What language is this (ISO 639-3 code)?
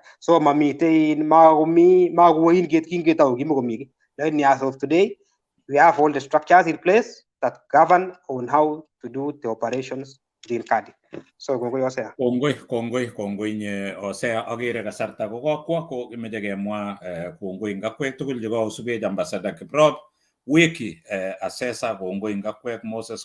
kln